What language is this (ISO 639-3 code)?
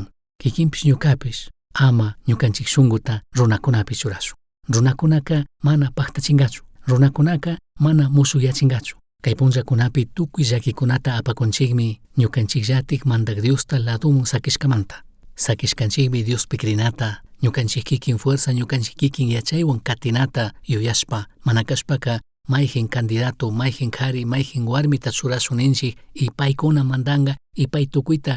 qug